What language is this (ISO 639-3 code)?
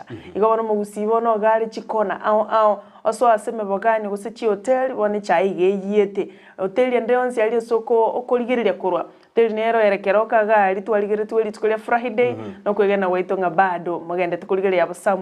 guz